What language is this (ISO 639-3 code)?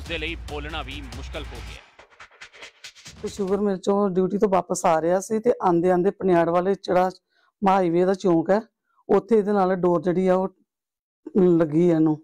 pan